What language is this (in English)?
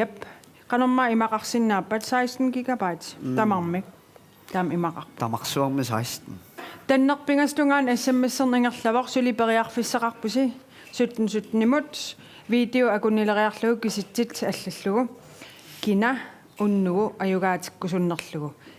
Kalaallisut